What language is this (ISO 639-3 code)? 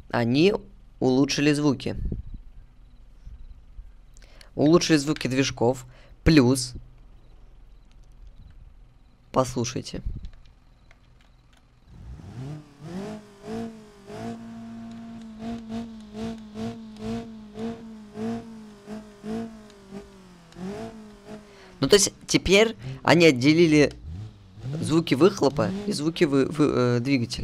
rus